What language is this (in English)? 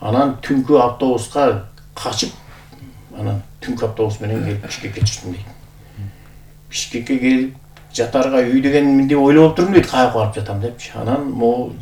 Kyrgyz